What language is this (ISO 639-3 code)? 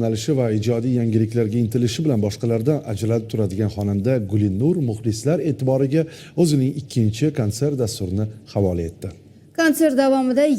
uzb